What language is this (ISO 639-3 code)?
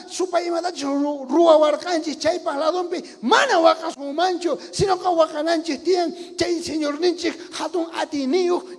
quh